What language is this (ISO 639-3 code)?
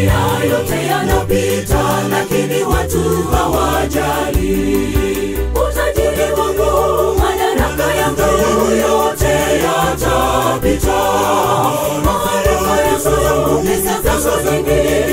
swa